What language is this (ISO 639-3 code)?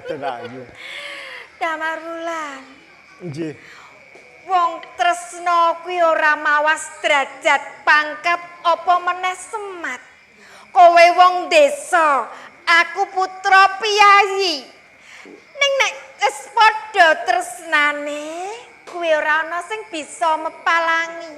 jav